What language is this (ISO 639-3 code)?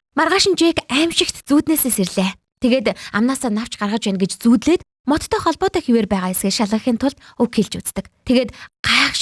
mon